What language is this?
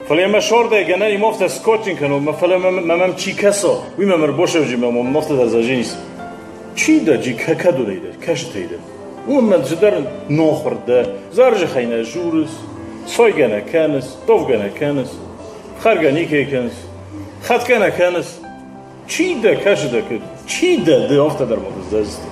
Ossetic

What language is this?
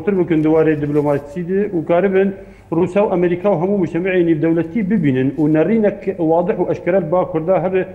Kurdish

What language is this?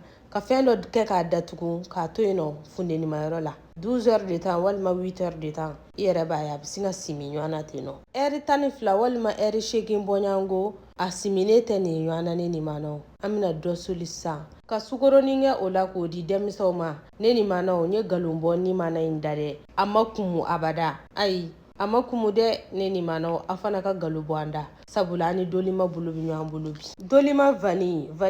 Bambara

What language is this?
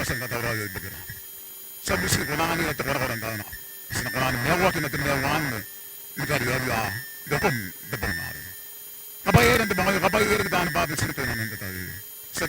Gilbertese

